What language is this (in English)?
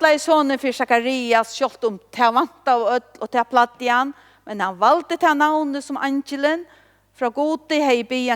Faroese